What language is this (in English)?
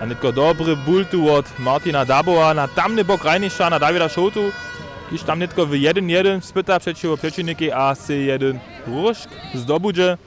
Upper Sorbian